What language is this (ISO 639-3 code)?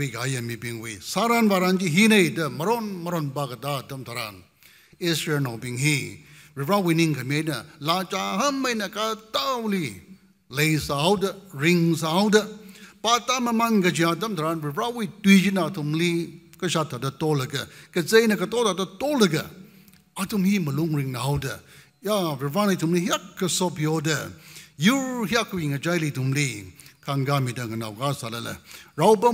nmf